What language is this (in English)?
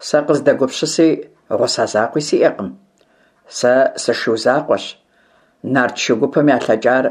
Kabardian